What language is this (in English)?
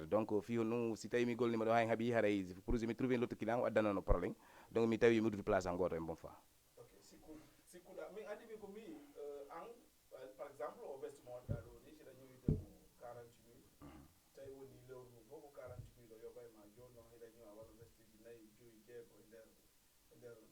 Fula